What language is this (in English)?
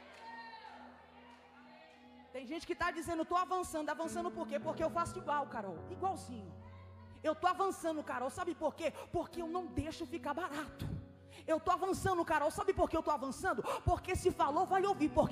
Portuguese